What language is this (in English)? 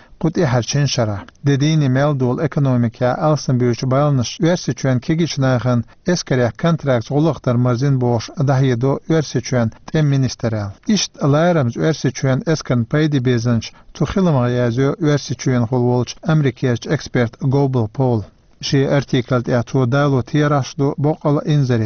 Chechen